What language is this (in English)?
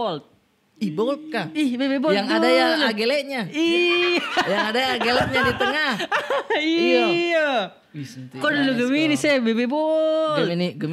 Makassar Malay